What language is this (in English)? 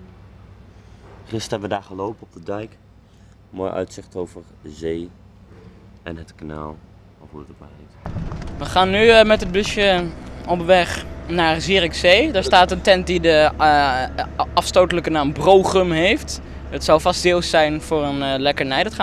Dutch